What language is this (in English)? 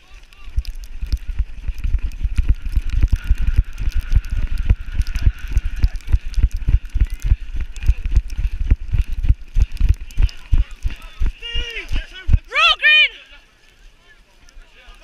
English